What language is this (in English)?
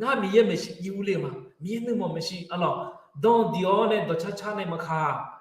Akha